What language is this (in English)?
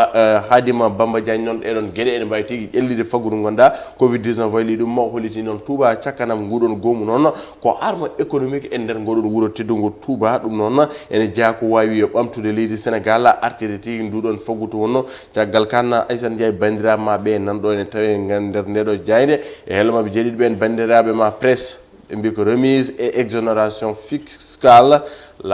Fula